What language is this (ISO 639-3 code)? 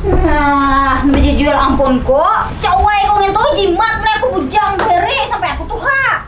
bjn